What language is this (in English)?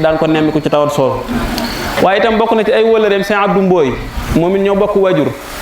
Wolof